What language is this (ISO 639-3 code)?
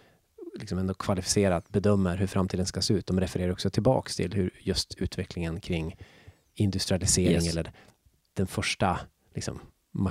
swe